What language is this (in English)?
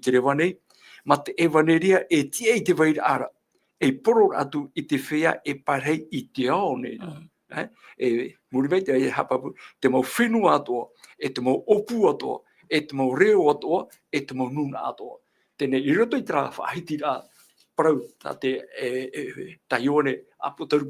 Tahitian